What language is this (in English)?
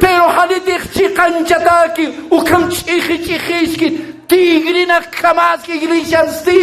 Aymara